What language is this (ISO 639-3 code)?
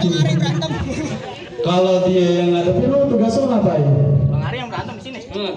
bew